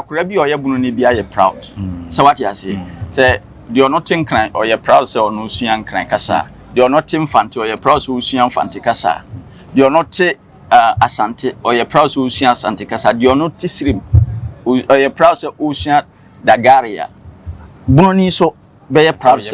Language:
Akan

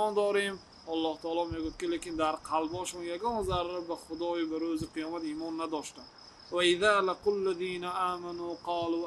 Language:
Persian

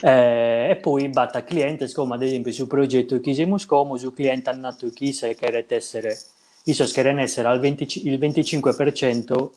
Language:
Sardinian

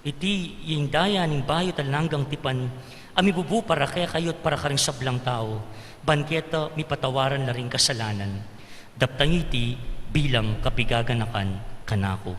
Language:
Pampanga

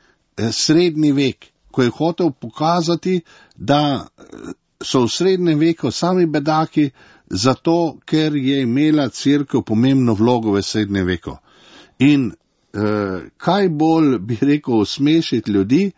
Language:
Slovenian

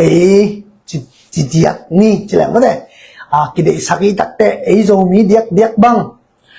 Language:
Tedim Chin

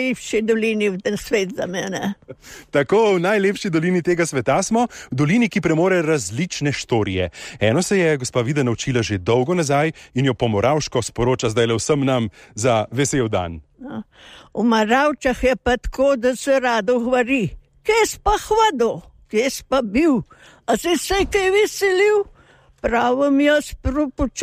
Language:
Slovenian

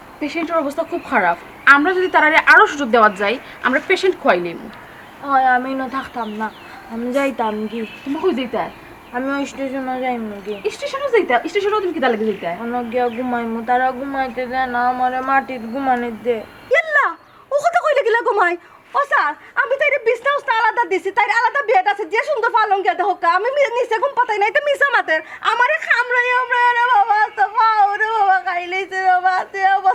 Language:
Sylheti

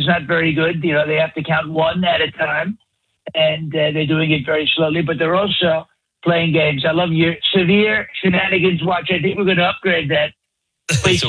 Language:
English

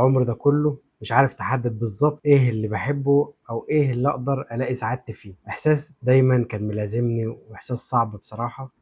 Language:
Egyptian Arabic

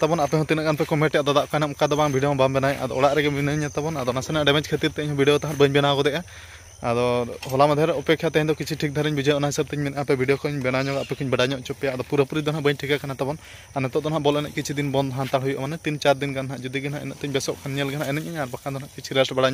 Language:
Santali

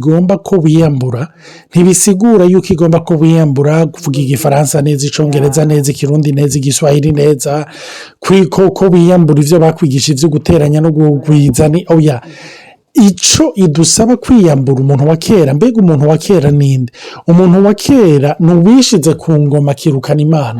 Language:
Rundi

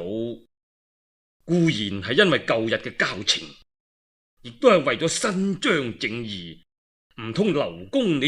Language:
Cantonese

